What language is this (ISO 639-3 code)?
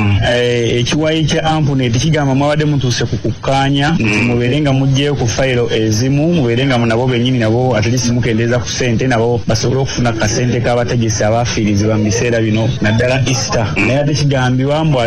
lug